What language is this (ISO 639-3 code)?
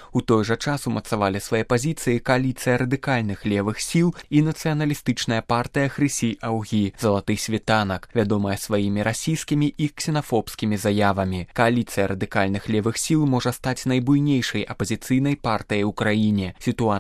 bel